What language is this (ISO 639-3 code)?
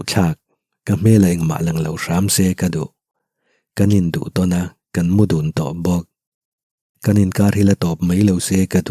lus